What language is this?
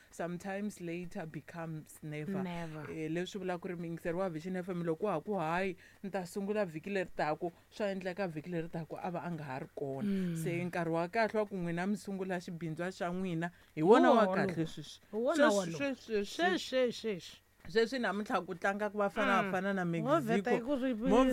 Tsonga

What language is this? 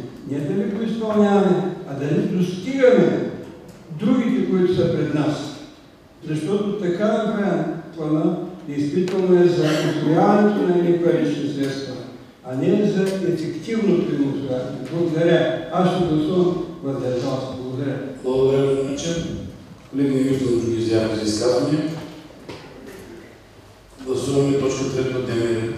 Bulgarian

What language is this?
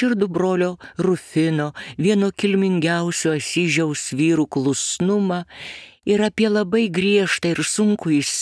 Lithuanian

